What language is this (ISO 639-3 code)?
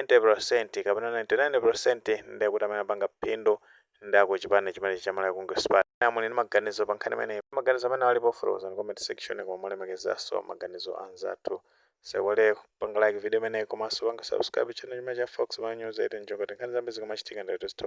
nya